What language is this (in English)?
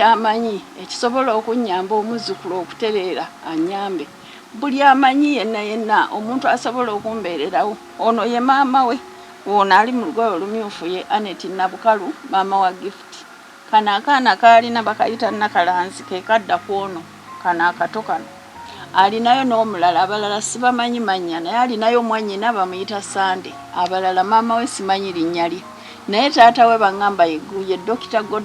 Ganda